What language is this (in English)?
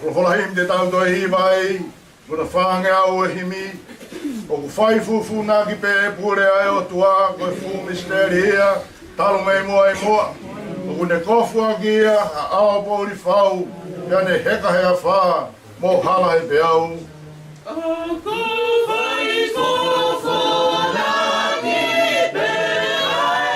Tongan